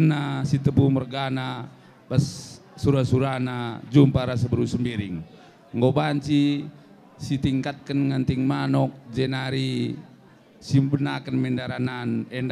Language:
Batak Karo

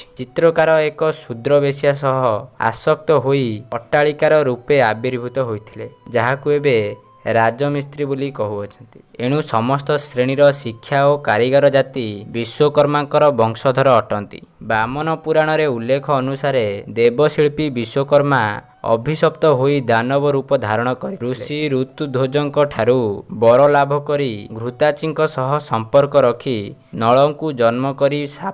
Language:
Odia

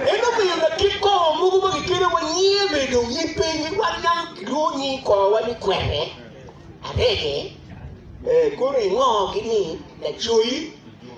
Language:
Acoli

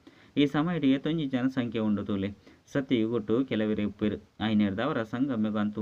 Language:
Tulu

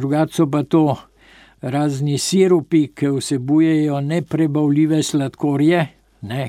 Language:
Slovenian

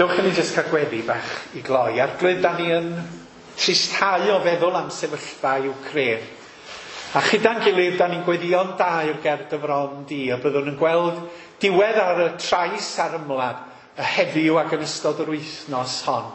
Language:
Welsh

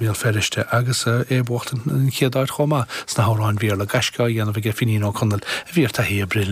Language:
Irish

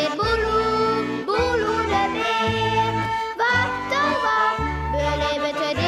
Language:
Western Frisian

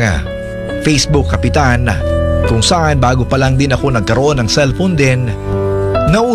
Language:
Filipino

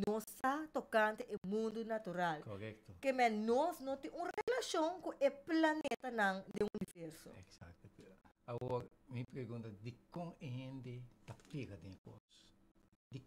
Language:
Papiamento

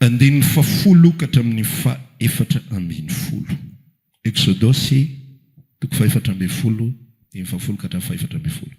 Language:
Malagasy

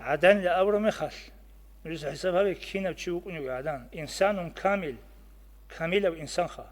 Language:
Avaric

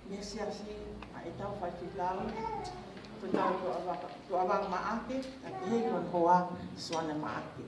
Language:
Tongan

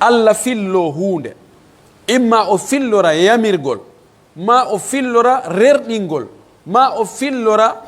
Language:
Pular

